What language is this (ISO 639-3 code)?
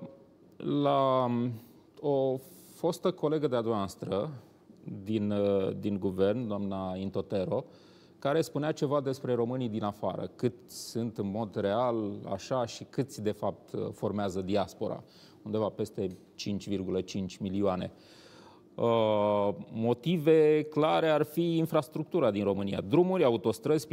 ron